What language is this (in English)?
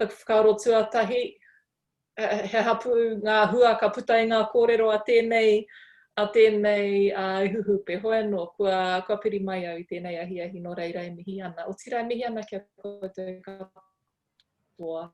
Māori